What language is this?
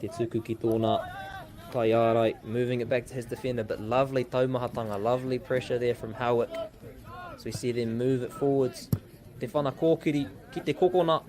Māori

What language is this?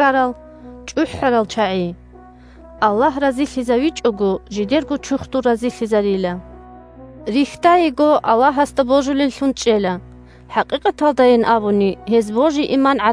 Avaric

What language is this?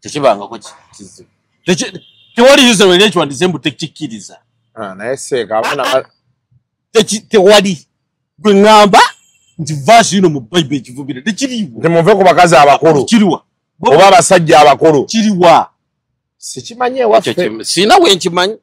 Ganda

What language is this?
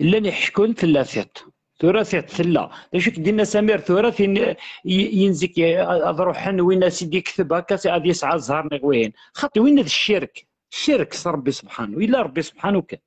Kabyle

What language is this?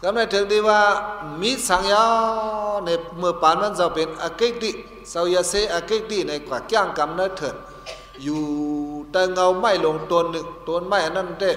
Shan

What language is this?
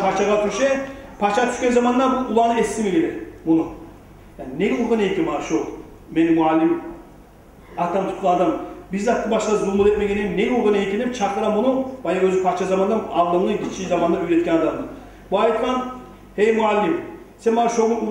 Kumyk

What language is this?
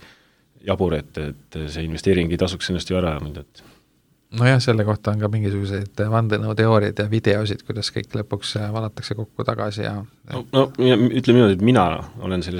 Estonian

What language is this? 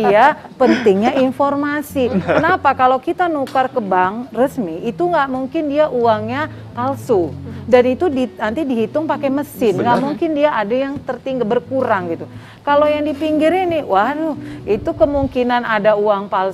Indonesian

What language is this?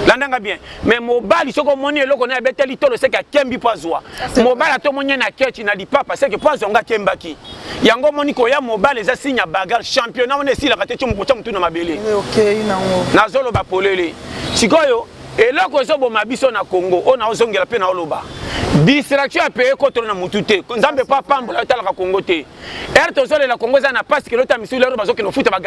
Lingala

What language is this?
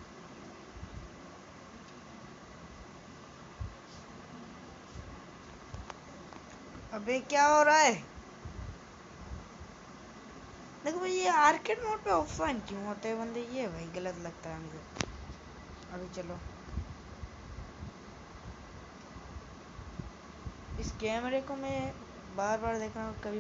Hindi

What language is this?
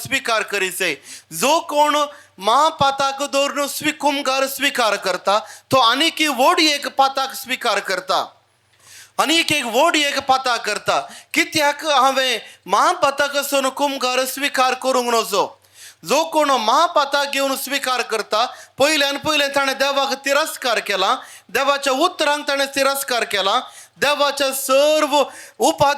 Konkani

